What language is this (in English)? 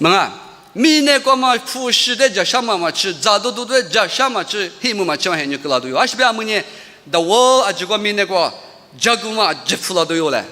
Lisu